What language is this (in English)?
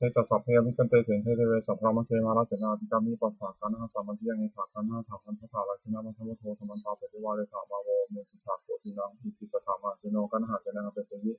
Pali